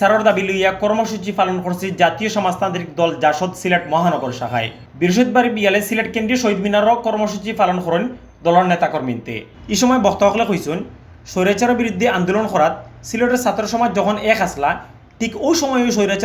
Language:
Sylheti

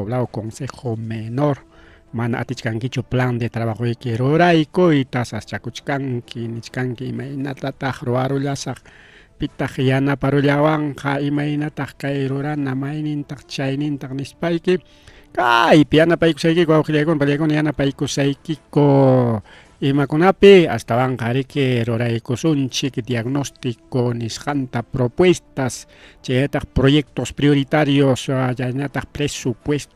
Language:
Ayacucho Quechua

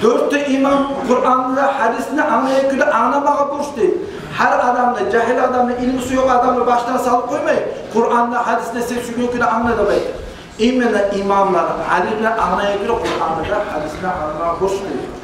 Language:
Kumyk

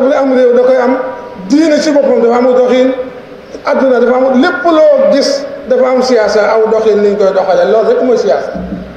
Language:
Wolof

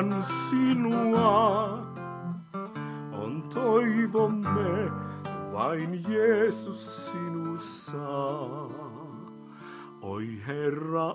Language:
Finnish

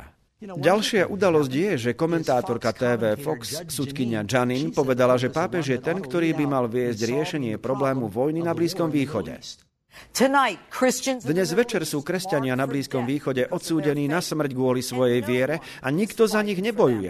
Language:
Slovak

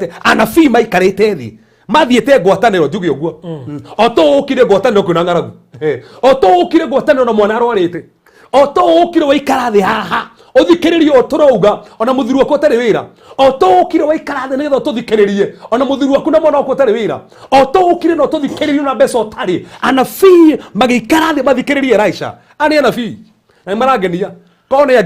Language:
Kikuyu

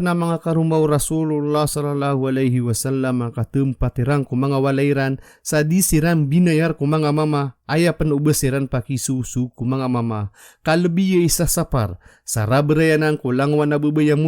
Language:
Maranao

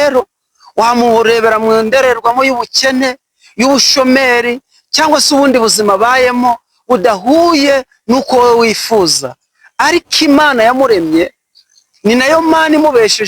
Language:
Kinyarwanda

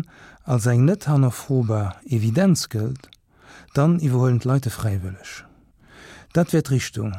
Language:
Luxembourgish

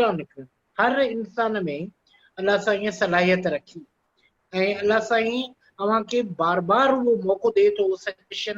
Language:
Sindhi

